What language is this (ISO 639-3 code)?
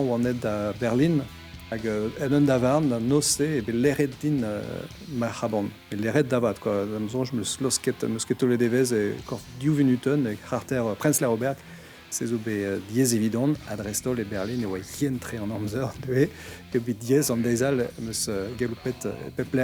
bre